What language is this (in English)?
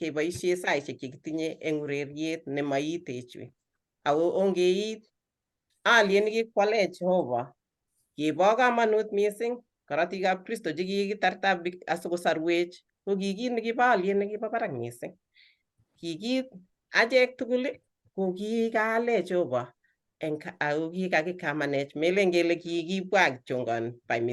Kalenjin